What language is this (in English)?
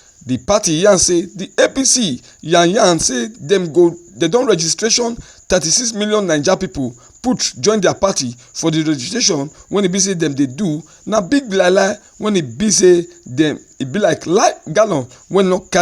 Nigerian Pidgin